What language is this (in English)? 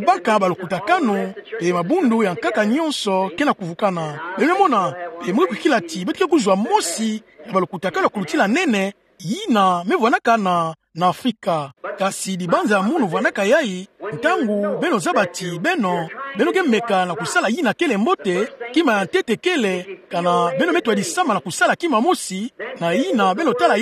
Kituba (Democratic Republic of Congo)